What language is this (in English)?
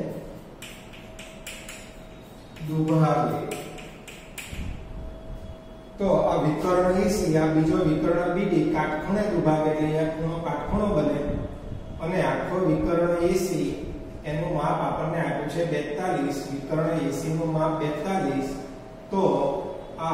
Gujarati